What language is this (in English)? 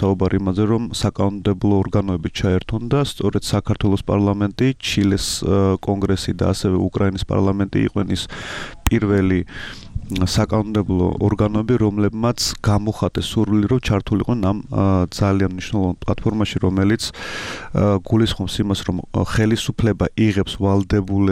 Georgian